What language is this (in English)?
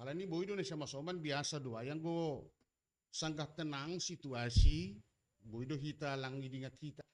Batak Simalungun